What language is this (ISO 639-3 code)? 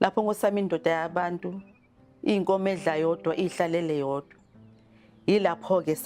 zul